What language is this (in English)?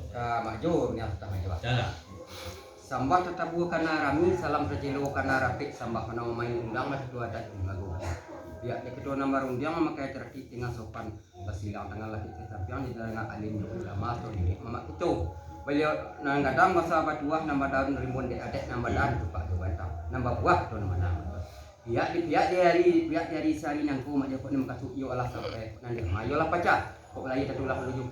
Minangkabau